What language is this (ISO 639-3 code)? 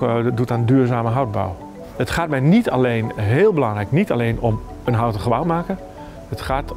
nld